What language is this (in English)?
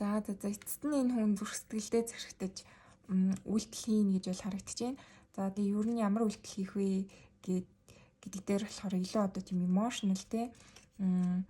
Mongolian